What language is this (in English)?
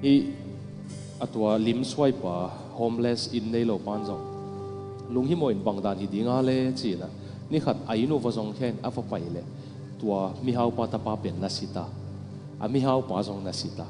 Tedim Chin